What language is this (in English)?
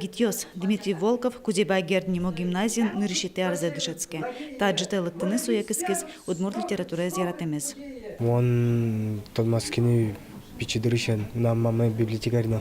Udmurt